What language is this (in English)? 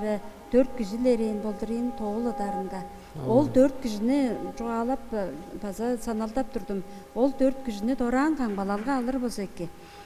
Tuvinian